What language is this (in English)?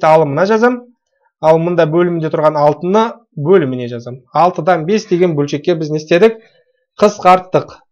Kazakh